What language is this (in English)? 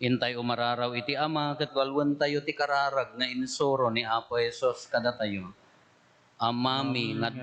Iloko